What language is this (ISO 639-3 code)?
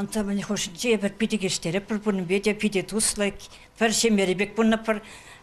chv